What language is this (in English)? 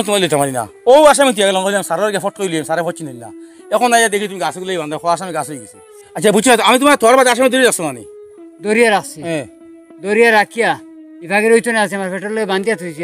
Sylheti